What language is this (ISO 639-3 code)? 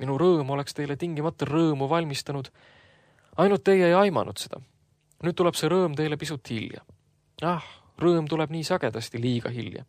est